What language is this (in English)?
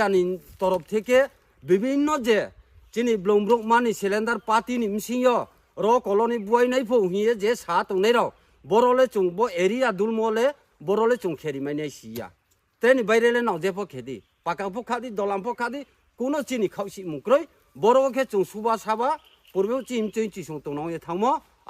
Riang (India)